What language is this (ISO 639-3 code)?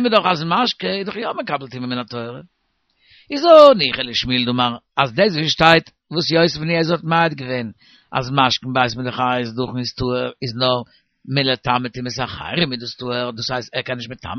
yid